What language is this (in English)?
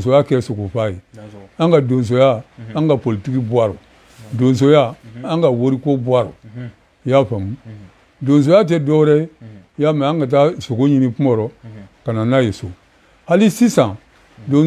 Bambara